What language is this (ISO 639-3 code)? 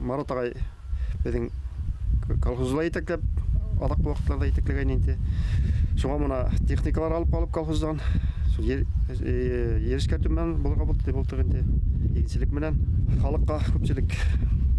bak